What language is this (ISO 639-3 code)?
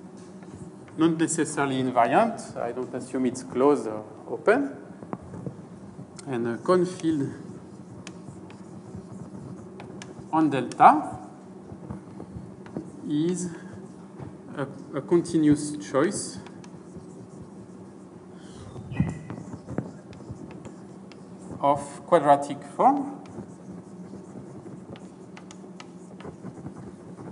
eng